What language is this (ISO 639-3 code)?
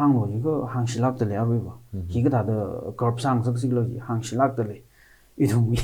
nmf